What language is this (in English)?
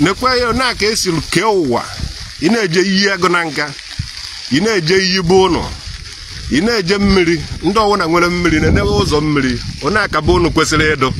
Igbo